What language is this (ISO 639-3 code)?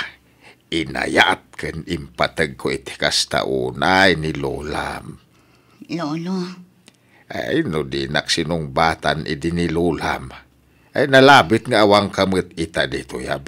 ilo